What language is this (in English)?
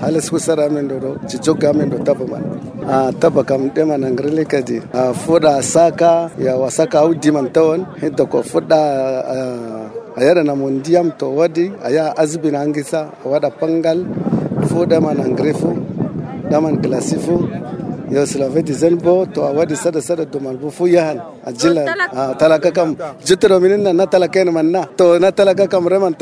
Nigerian Fulfulde